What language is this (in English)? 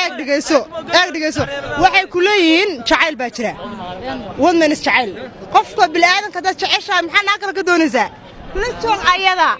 Somali